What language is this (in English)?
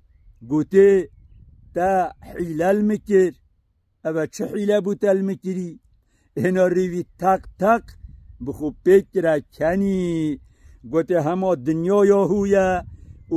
Kurdish